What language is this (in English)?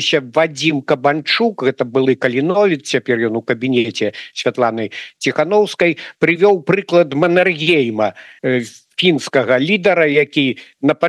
Belarusian